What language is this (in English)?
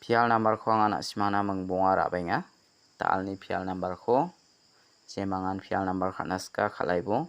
Garo